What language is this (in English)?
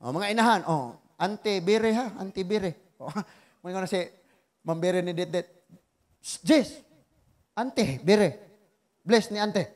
Cebuano